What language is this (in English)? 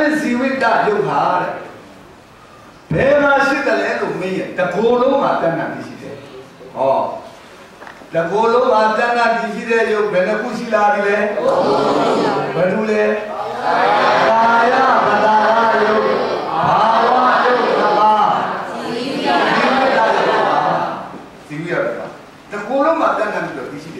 Burmese